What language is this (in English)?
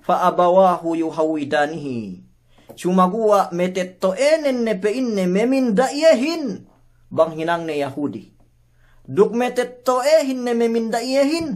Yakan